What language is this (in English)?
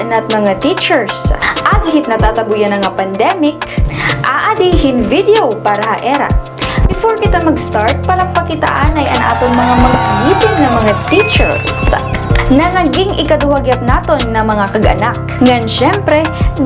Waray